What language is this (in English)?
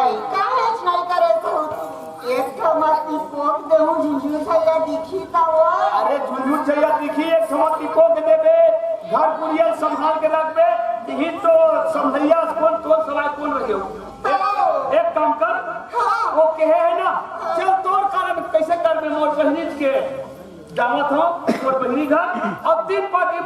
Chhattisgarhi